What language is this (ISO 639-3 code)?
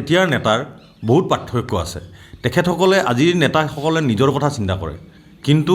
asm